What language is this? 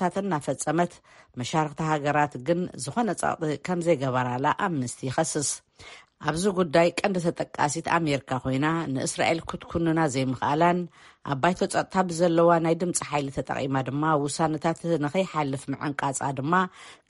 Tigrinya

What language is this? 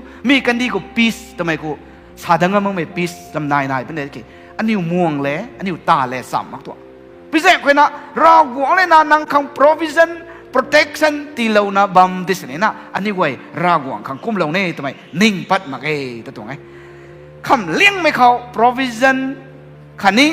Rongmei Naga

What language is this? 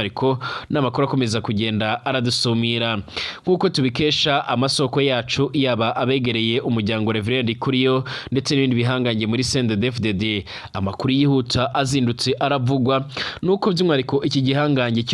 Rundi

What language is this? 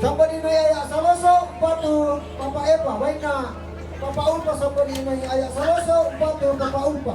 Toraja-Sa'dan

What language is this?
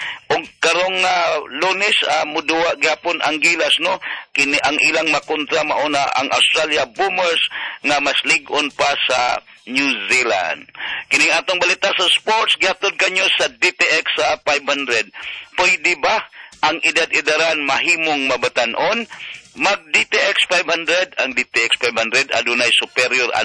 Cebuano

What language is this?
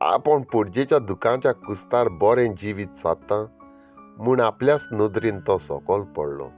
Konkani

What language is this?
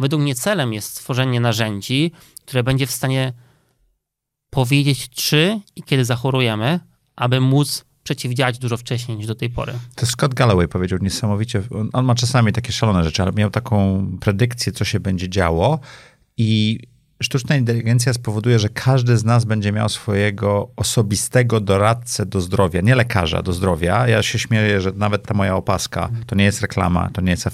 Polish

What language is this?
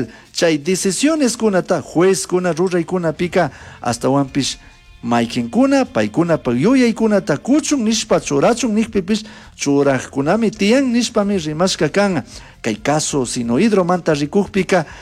Chimborazo Highland Quichua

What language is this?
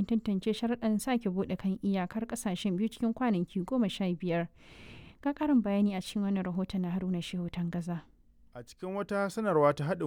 Hausa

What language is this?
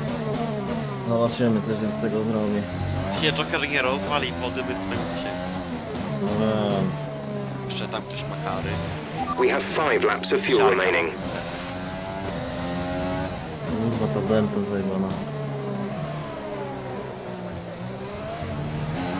Polish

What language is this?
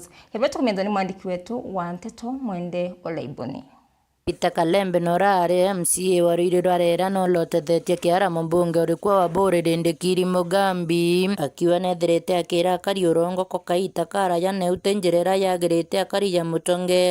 Meru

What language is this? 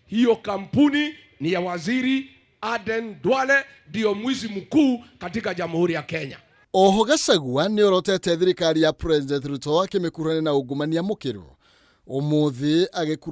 Kikuyu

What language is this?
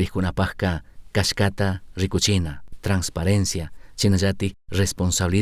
Chimborazo Highland Quichua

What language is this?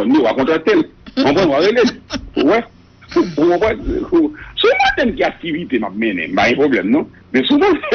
Haitian Creole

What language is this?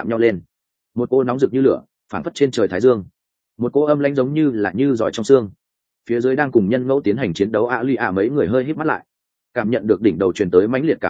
Vietnamese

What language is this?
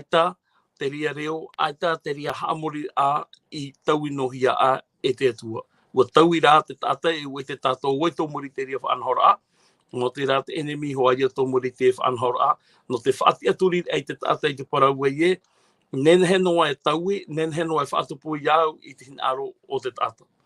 Tahitian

